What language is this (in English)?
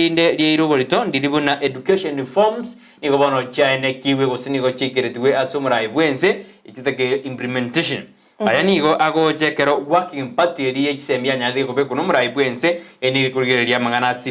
Gusii